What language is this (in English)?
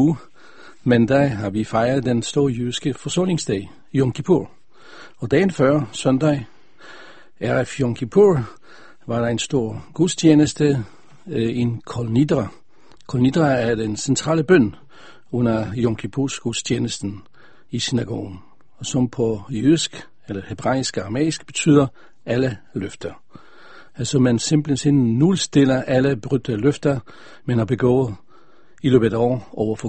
Danish